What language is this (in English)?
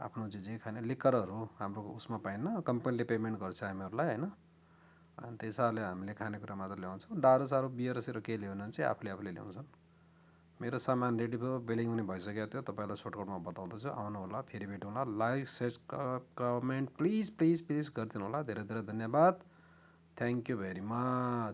Nepali